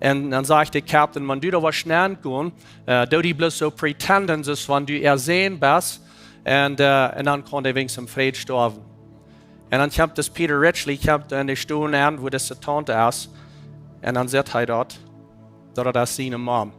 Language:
Plautdietsch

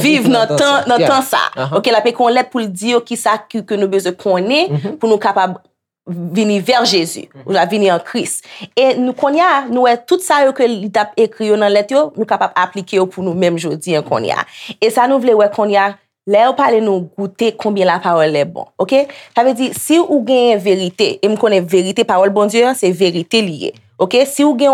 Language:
Haitian Creole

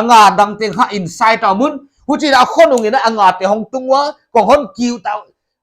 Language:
Paite Chin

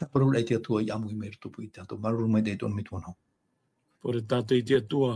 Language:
Tahitian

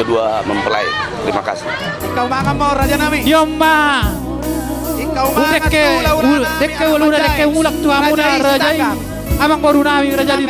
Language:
Batak Toba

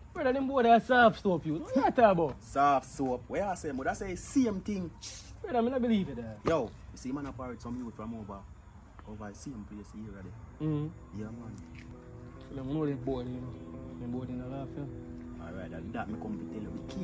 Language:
Jamaican Creole English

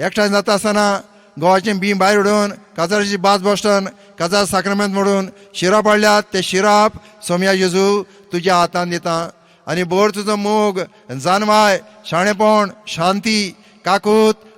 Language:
Konkani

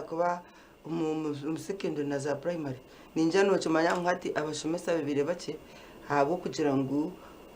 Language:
Nyankole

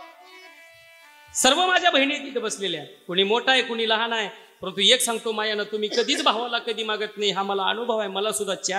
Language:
Marathi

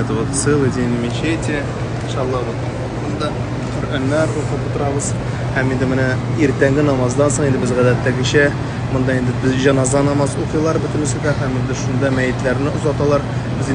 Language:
Tatar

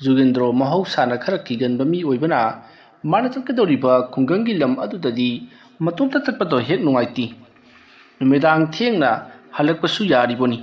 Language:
Manipuri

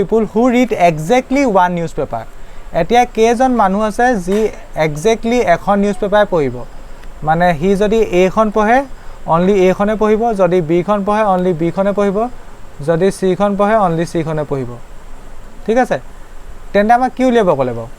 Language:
Assamese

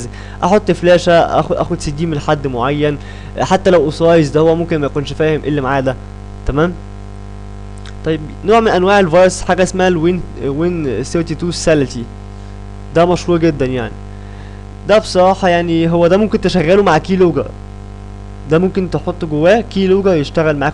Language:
Egyptian Arabic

